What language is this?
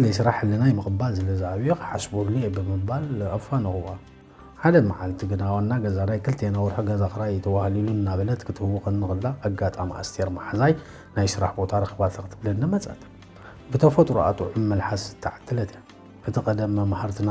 Tigrinya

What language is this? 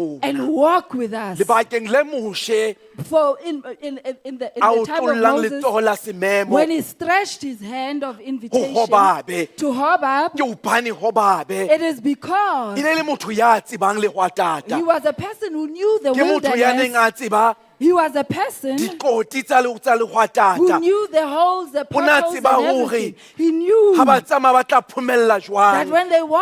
Southern Sotho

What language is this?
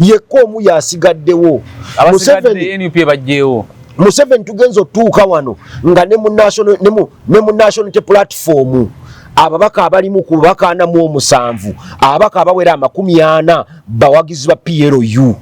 Ganda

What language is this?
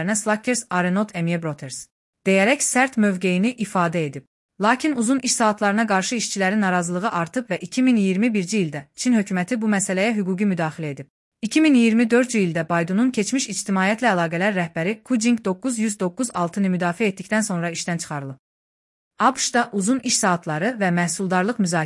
Azerbaijani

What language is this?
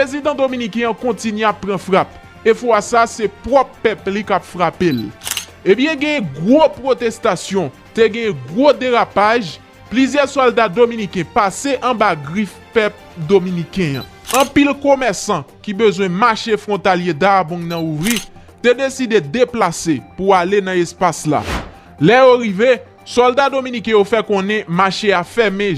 Haitian Creole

